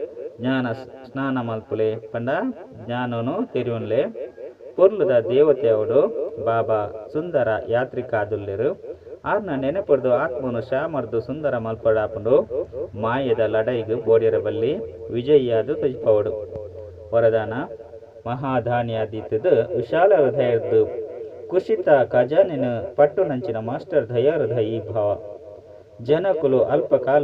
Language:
Tulu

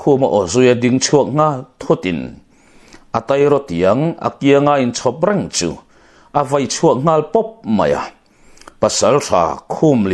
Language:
Mizo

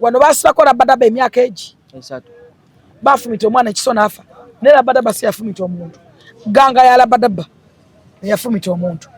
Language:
Ganda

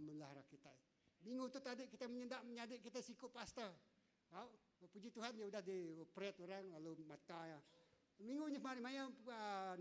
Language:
Iban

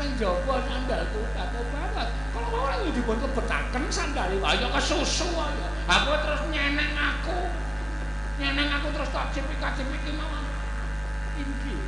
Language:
Javanese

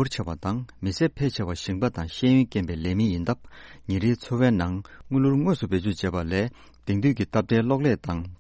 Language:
Tibetan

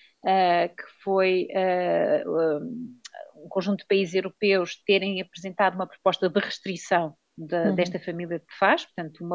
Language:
Portuguese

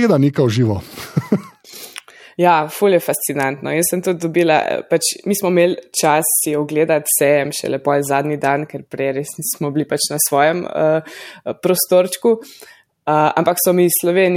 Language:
Slovenian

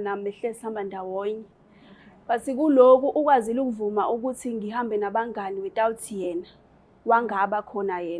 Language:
Zulu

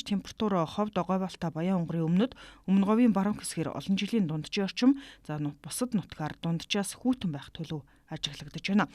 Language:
Mongolian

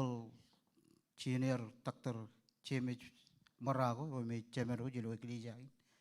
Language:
Marshallese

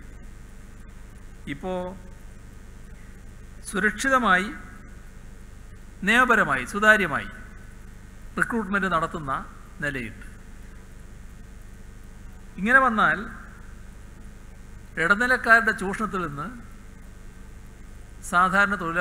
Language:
Malayalam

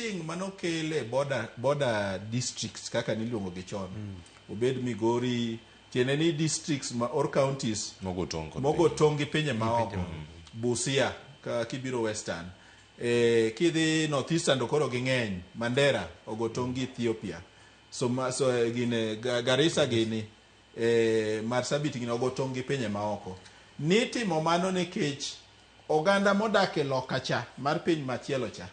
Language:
Luo (Kenya and Tanzania)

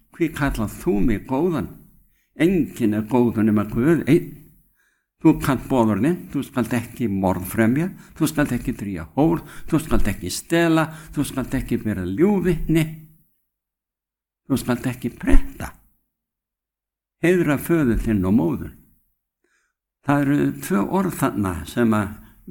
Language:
Icelandic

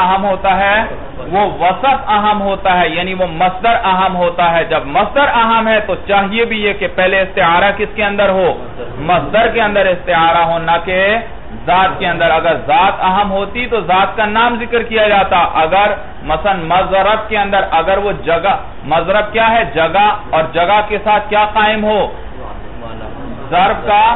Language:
Urdu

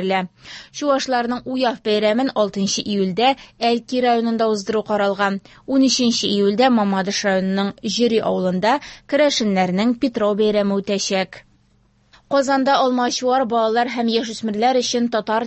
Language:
Tatar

